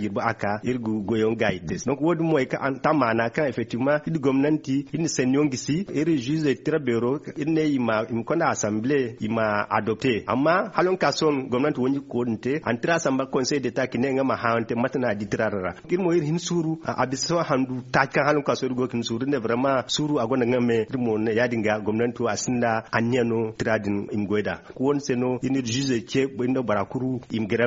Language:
Zarma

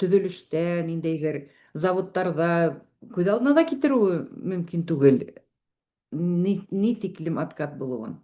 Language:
Bashkir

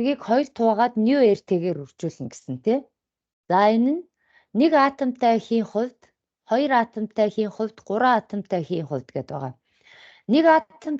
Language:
Mongolian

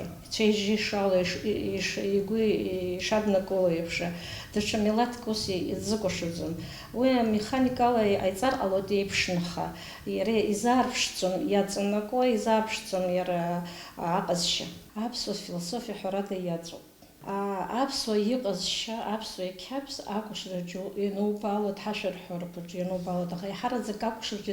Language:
Abkhazian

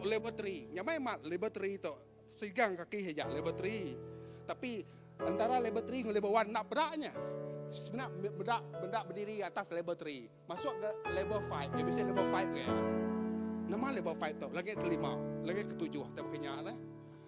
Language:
Iban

